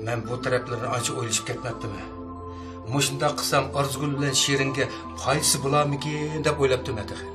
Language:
Uyghur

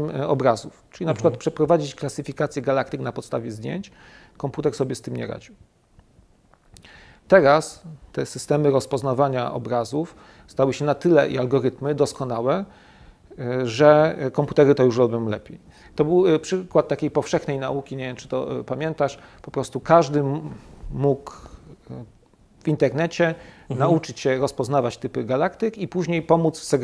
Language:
Polish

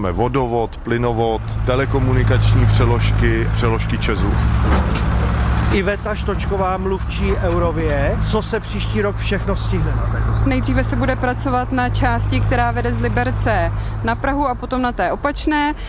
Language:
Czech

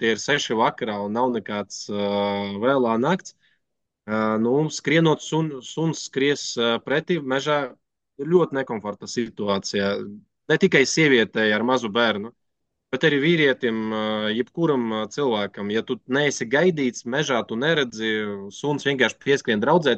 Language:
Latvian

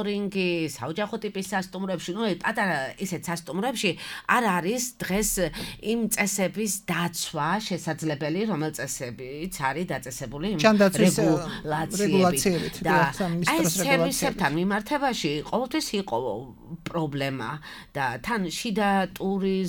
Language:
Georgian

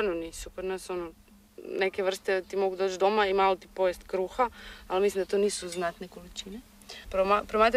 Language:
Croatian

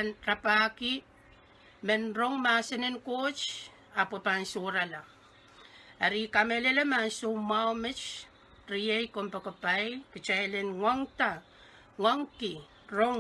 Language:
Pohnpeian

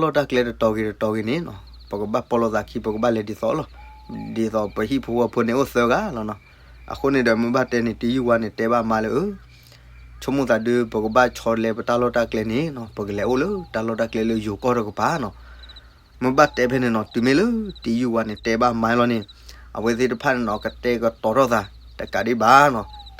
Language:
S'gaw Karen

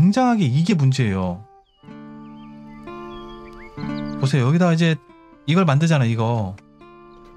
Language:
Korean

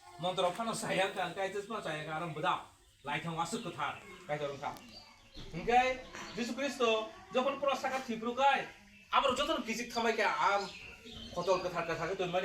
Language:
Kok Borok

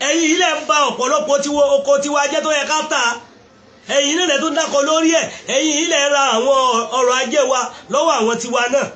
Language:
Yoruba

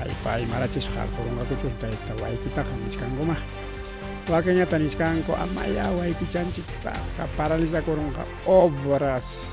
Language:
Ayacucho Quechua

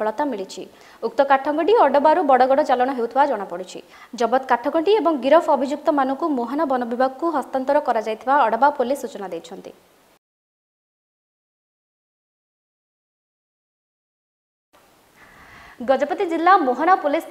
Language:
Odia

